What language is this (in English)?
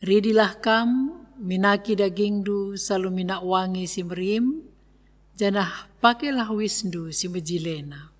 Batak Karo